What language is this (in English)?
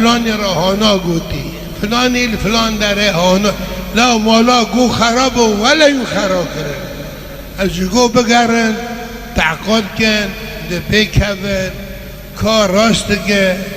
Kurdish